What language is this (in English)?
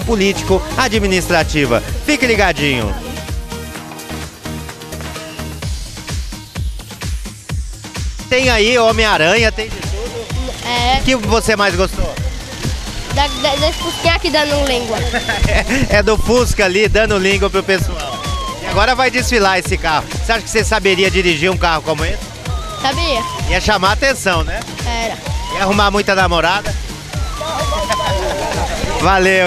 Portuguese